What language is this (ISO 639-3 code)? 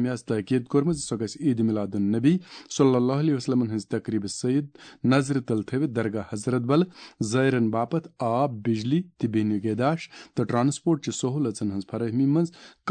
kas